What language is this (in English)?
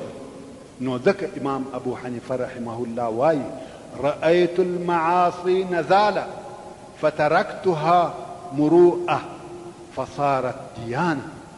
Pashto